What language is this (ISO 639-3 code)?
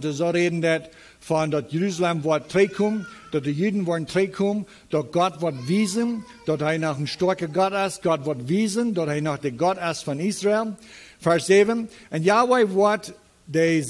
pdt